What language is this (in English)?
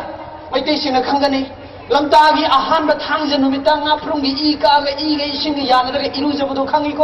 Manipuri